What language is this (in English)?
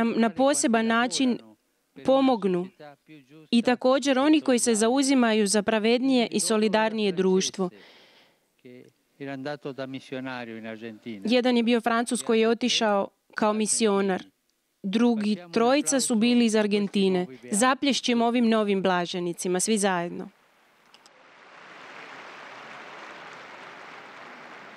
Croatian